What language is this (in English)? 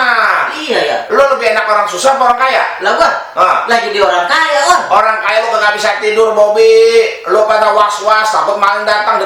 Betawi